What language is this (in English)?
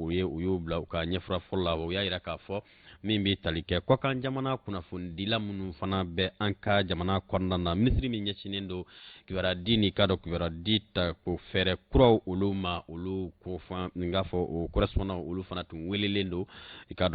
Bambara